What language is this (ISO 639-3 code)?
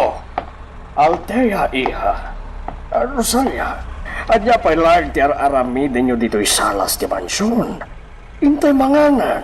ilo